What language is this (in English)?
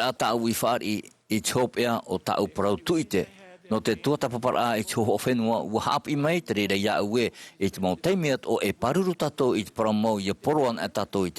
Tahitian